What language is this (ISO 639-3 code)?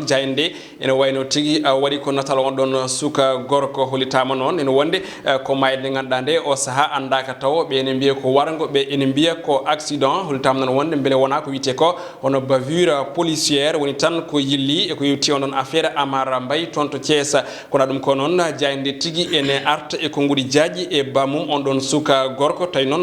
ful